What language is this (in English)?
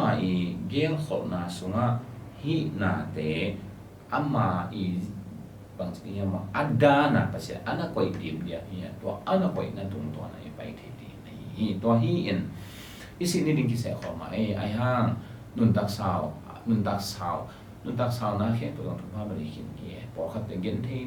Tedim Chin